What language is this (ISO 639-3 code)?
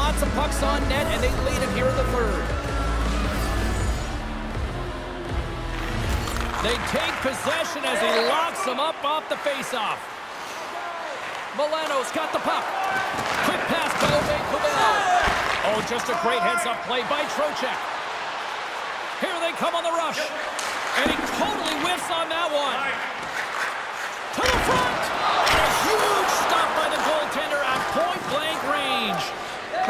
eng